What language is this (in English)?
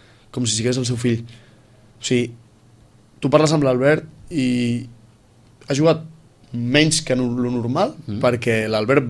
Catalan